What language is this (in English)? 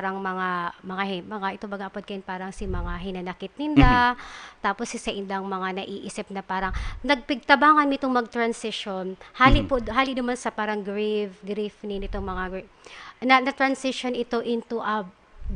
Bikol